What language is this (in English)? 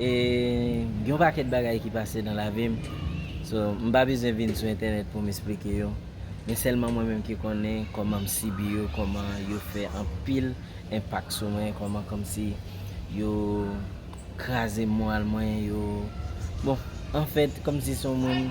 Haitian Creole